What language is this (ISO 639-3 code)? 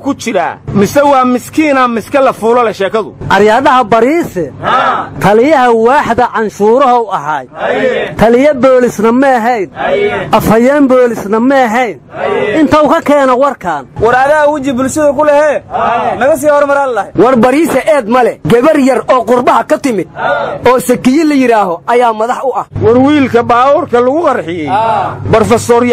som